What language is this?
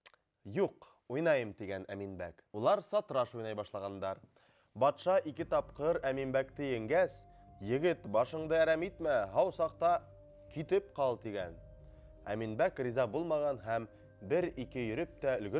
Bashkir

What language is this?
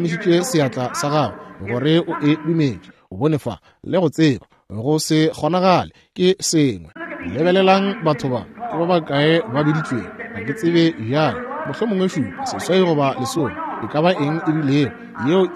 Northern Sotho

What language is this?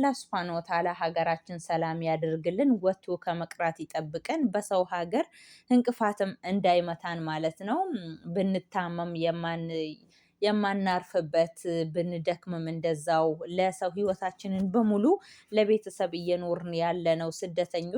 Amharic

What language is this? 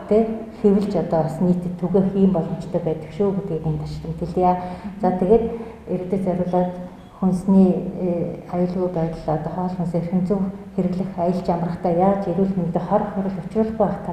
Mongolian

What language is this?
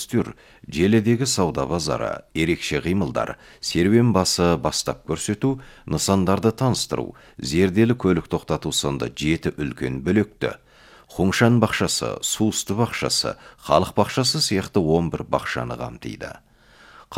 Kazakh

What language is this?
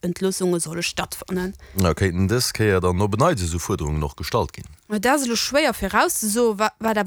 Luxembourgish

